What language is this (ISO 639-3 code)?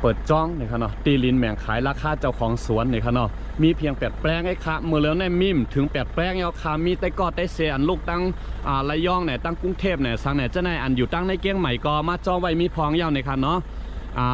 shn